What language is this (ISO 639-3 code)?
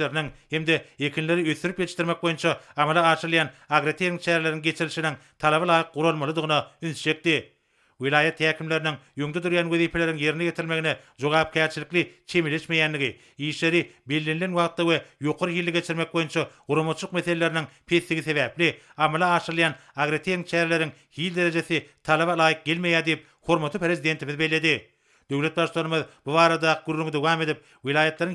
tuk